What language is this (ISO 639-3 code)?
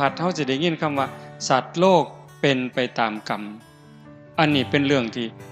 tts